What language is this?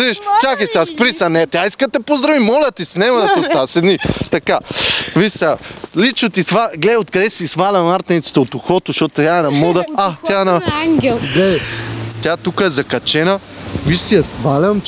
Bulgarian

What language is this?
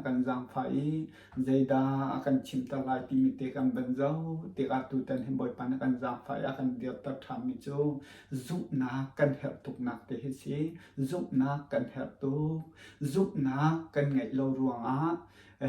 Hakha Chin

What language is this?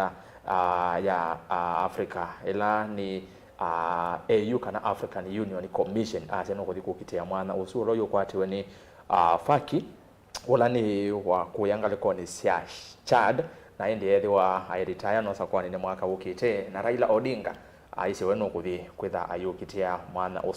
Kamba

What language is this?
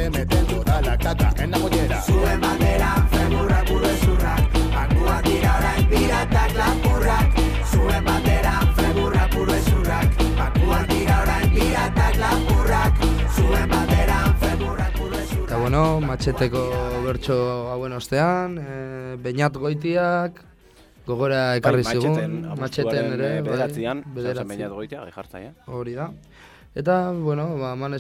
Basque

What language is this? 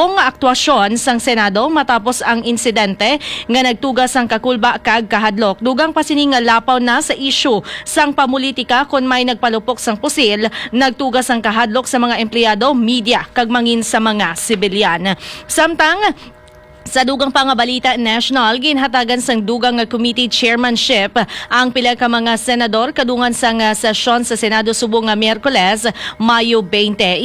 Hiligaynon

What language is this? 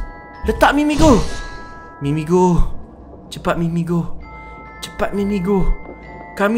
Malay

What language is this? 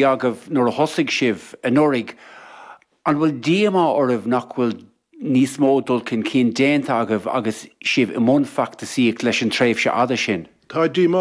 Irish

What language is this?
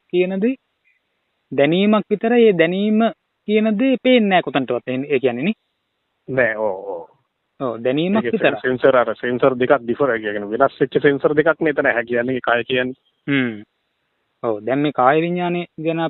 Sinhala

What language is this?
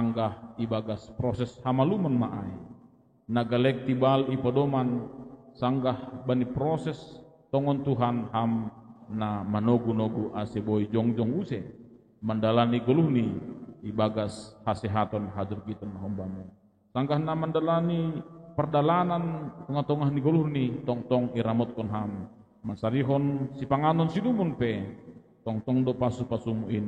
Batak Simalungun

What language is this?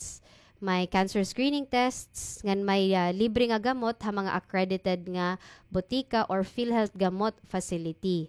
Waray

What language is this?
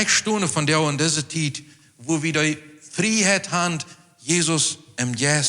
Plautdietsch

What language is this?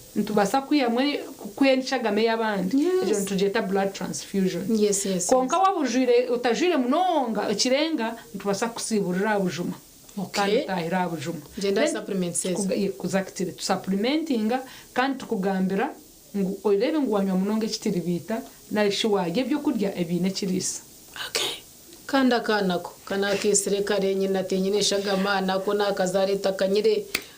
Nyankole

